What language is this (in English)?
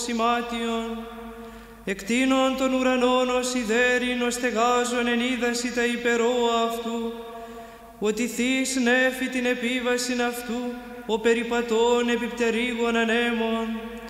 Greek